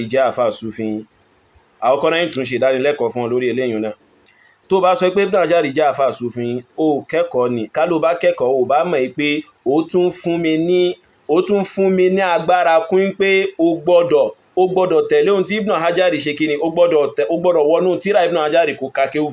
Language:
Yoruba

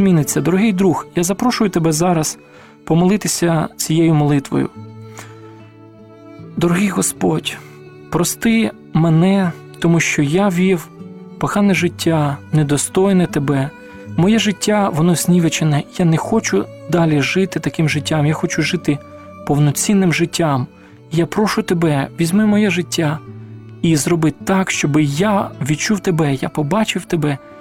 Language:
Ukrainian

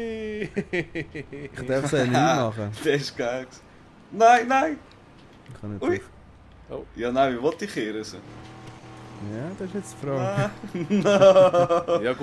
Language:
Swiss German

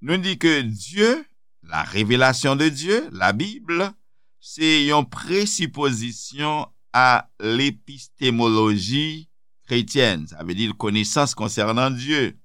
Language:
Haitian Creole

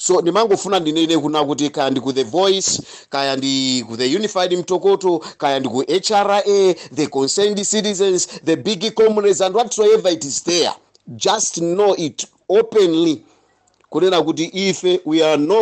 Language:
Nyanja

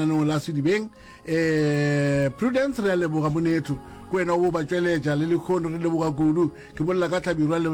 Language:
Northern Sotho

